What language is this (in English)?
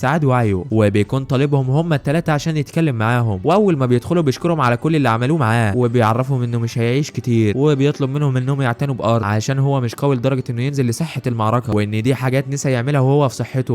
Egyptian Arabic